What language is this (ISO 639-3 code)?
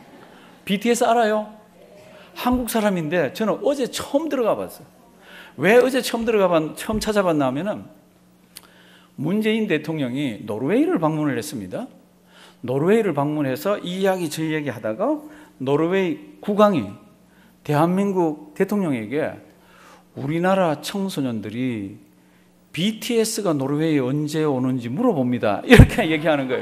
kor